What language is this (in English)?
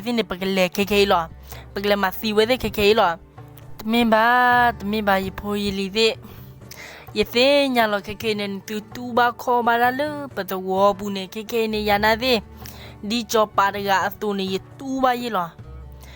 S'gaw Karen